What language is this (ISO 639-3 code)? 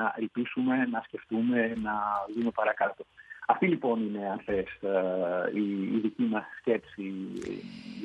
ell